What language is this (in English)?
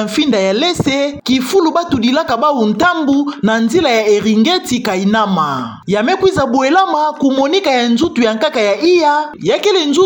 Kituba (Democratic Republic of Congo)